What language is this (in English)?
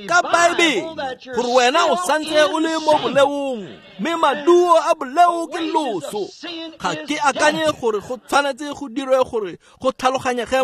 Tswana